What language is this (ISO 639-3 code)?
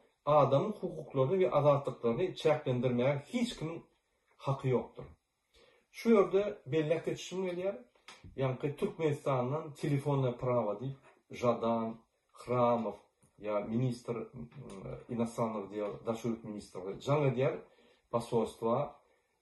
tuk